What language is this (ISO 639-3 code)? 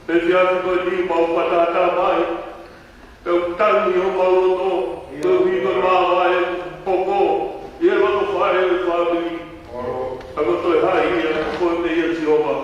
ton